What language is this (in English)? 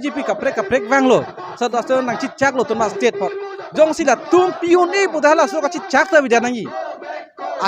Karbi